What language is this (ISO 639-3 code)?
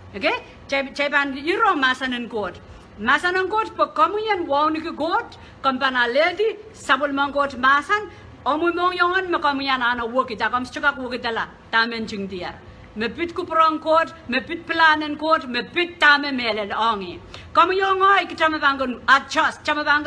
pon